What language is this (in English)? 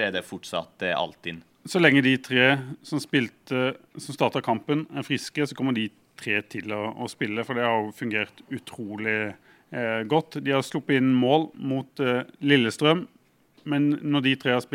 Norwegian